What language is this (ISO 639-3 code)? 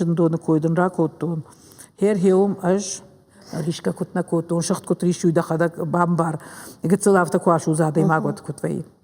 oss